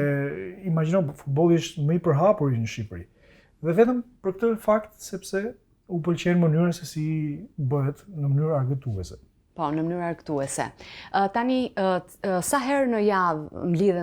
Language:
Albanian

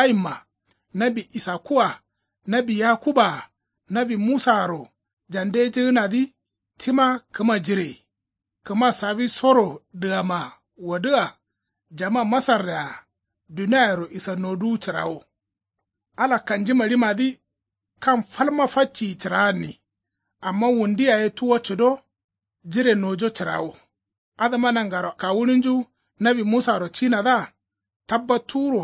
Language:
Kanuri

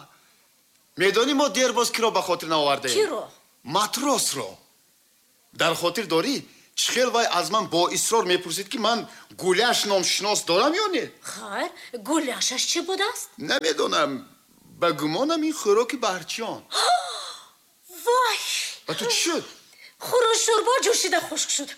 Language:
Tajik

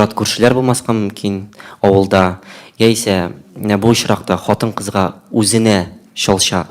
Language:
Tatar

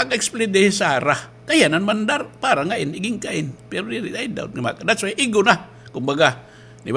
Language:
Waray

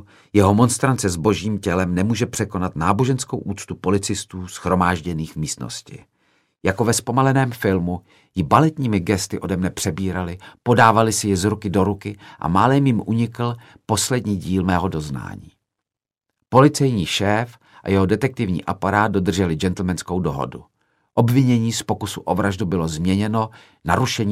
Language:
Czech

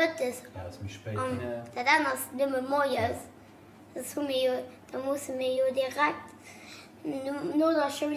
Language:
Luxembourgish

